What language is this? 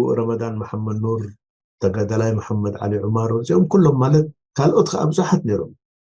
Tigrinya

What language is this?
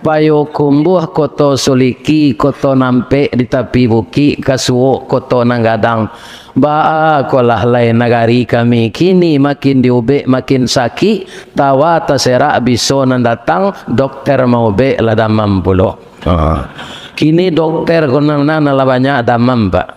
Minangkabau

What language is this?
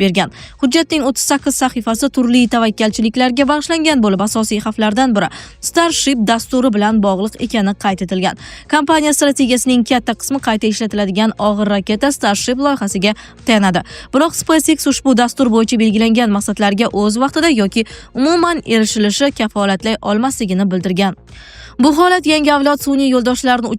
Uzbek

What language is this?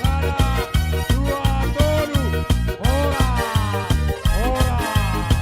Batak Simalungun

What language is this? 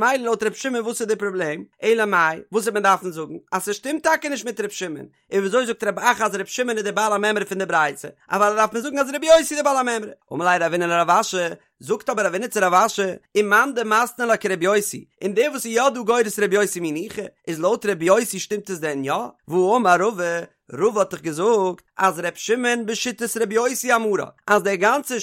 Yiddish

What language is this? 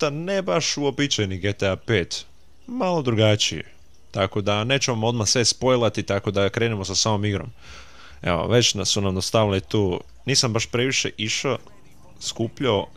Croatian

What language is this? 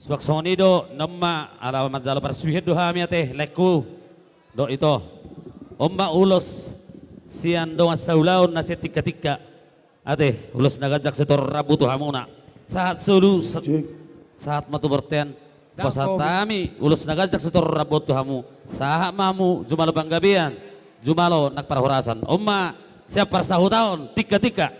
Batak Toba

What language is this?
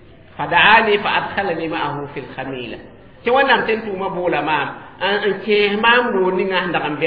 Mossi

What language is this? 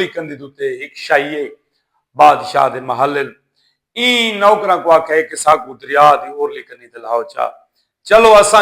Saraiki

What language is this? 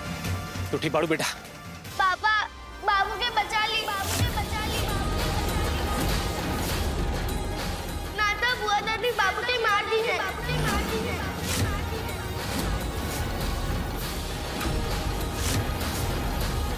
Bhojpuri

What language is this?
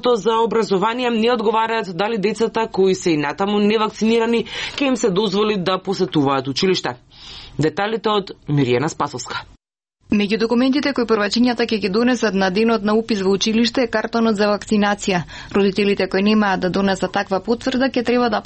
Macedonian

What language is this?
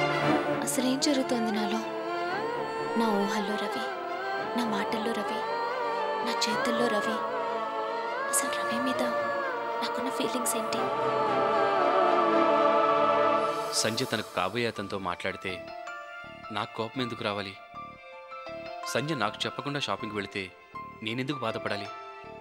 Telugu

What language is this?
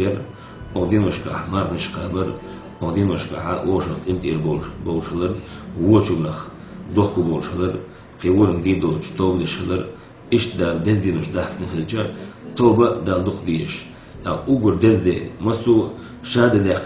Chechen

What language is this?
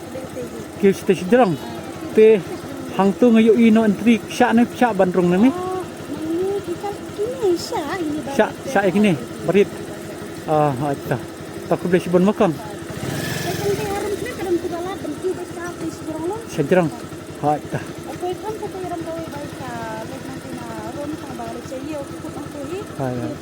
Khasi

